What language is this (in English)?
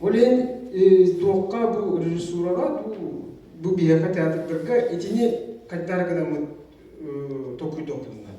Yakut